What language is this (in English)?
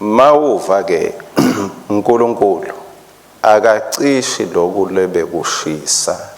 Swati